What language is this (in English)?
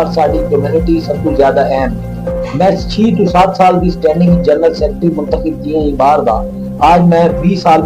Saraiki